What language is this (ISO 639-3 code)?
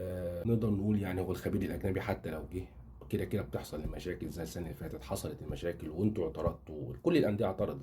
arz